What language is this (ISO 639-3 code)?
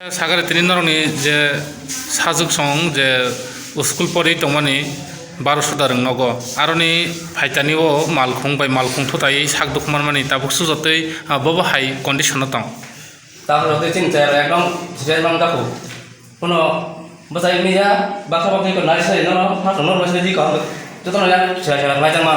trp